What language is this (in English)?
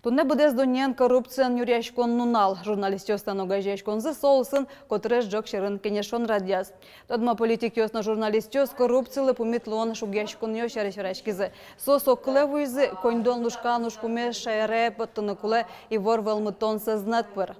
Udmurt